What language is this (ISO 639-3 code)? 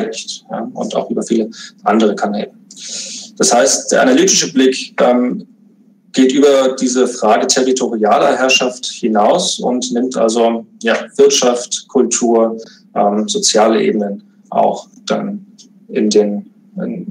deu